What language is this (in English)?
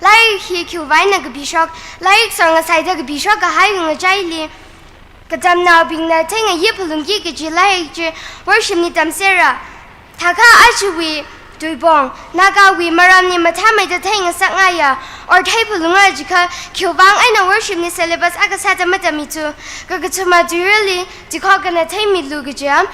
Tangkhul Naga (India)